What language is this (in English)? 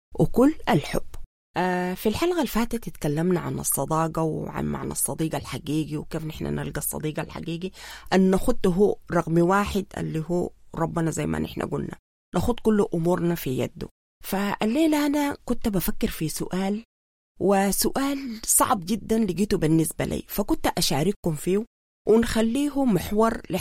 Sudanese Arabic